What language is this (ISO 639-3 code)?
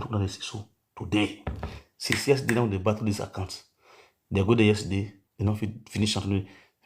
pcm